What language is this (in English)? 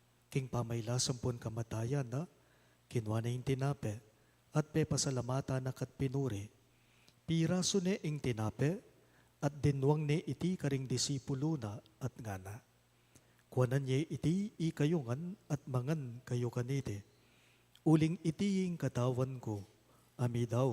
Pampanga